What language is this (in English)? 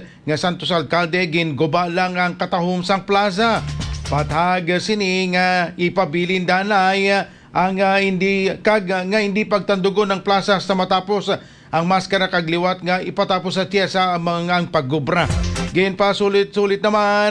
Hiligaynon